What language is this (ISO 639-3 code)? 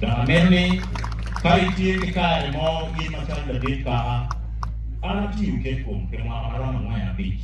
ach